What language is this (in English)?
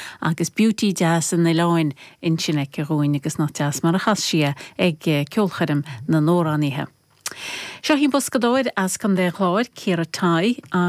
Irish